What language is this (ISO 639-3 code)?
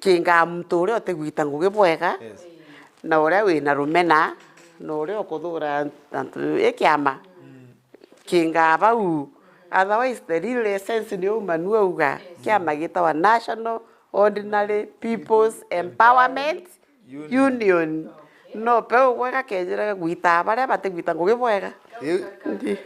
mer